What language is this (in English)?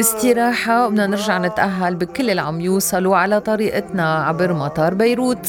North Levantine Arabic